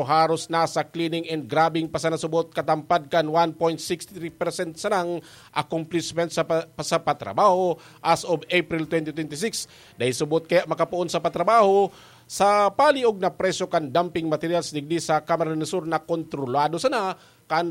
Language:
Bikol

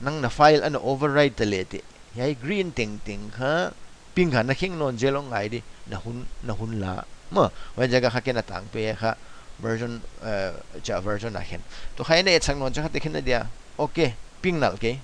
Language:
Paite Chin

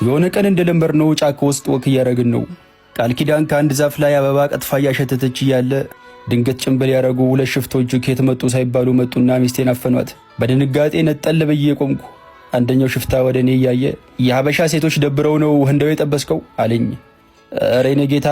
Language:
Amharic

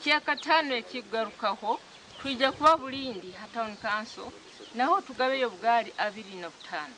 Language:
Nyankole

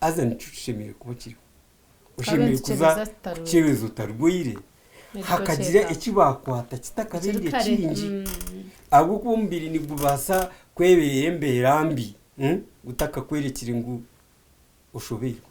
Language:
Nyankole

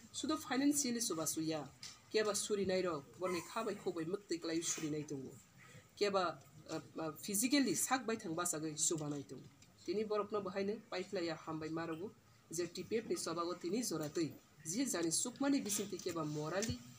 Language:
Kok Borok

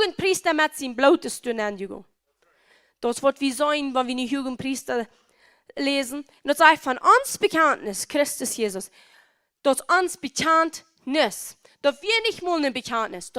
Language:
Plautdietsch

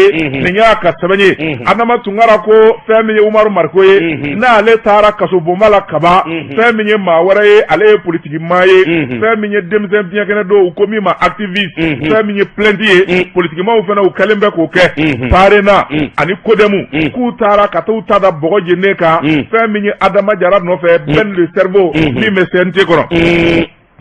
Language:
Bambara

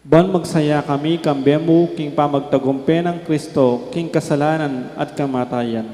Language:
Pampanga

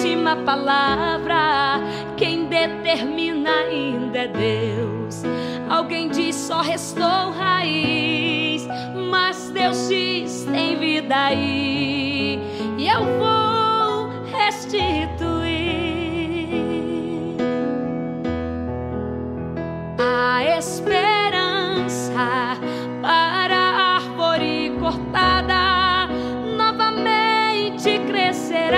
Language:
Portuguese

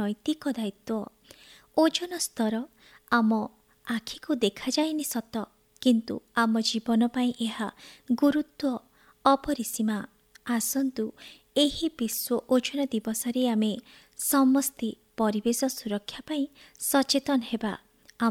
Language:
Odia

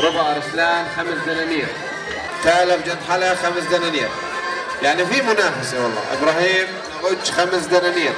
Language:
North Levantine Arabic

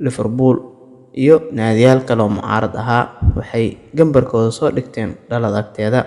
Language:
Somali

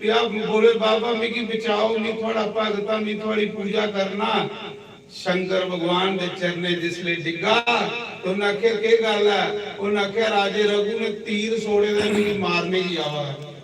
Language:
Dogri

